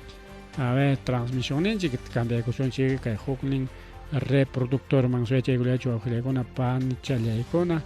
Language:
Ayacucho Quechua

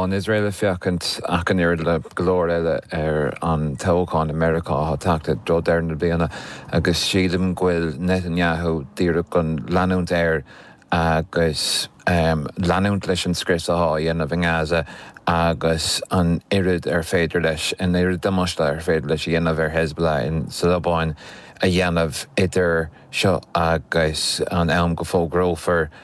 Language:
Irish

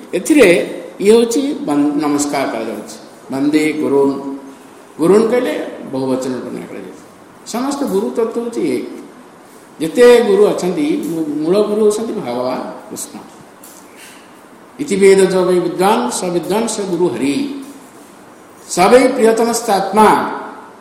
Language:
Odia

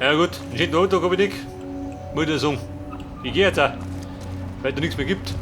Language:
Bavarian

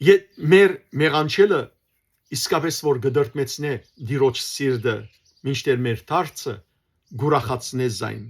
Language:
Western Armenian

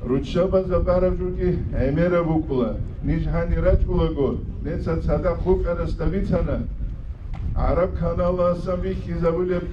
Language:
Avaric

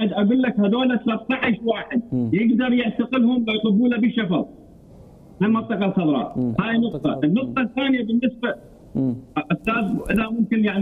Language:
Mesopotamian Arabic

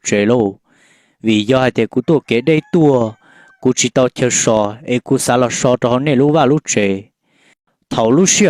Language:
Hmong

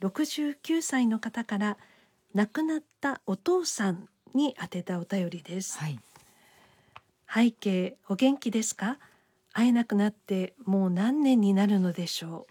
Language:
Japanese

